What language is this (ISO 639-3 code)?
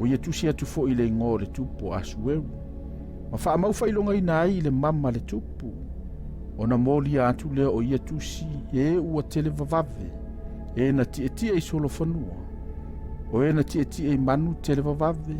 smo